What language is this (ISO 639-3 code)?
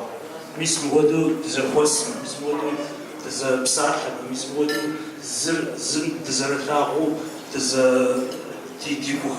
kbd